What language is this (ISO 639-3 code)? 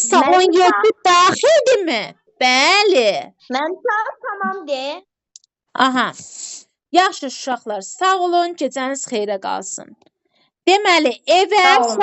aze